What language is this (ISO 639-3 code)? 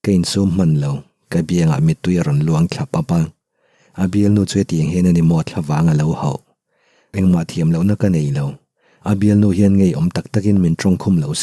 lus